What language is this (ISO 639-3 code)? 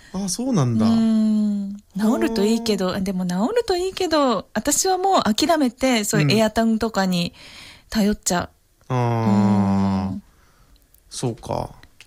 jpn